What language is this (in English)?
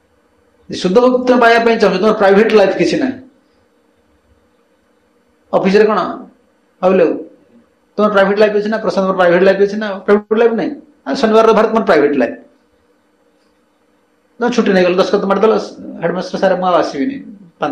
Odia